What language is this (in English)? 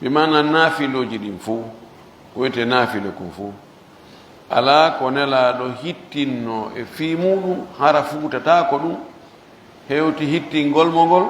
Pular